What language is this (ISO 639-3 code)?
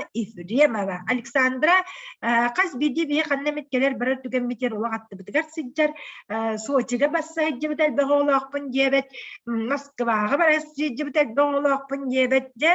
sah